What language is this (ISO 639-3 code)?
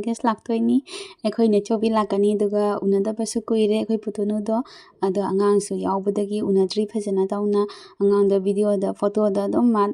mni